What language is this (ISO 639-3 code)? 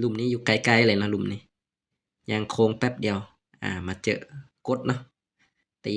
lao